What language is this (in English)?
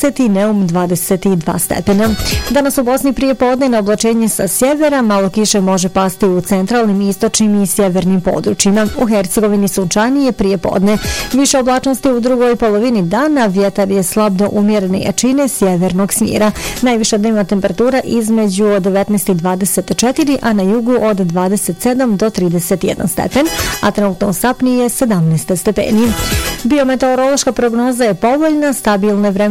Bosnian